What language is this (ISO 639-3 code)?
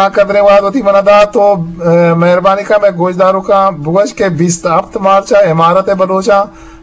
bgp